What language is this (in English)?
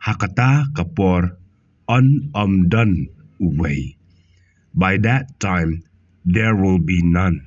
Khasi